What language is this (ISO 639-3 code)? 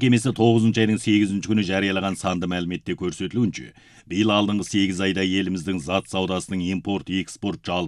kaz